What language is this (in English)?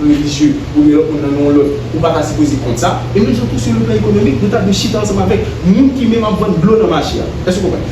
Haitian Creole